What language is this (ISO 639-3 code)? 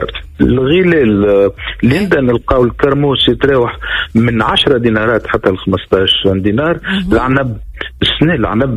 aeb